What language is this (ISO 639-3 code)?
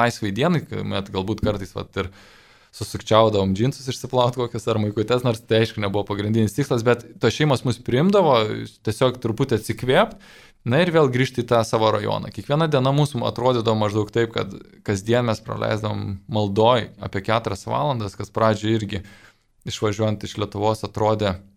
lit